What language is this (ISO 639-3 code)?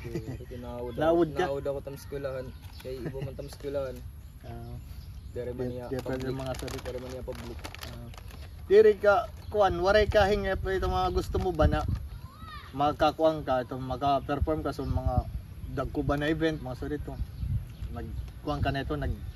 war